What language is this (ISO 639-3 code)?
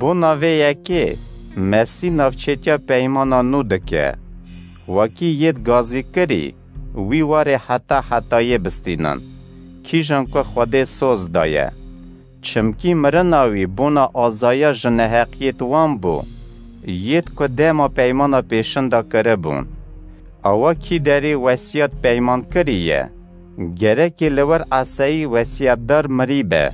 kur